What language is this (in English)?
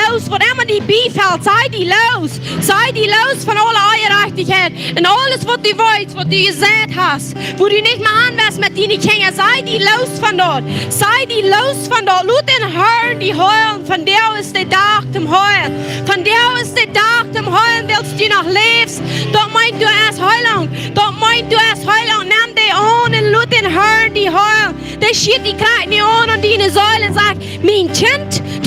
Plautdietsch